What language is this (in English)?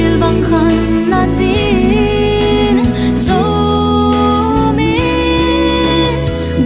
Tedim Chin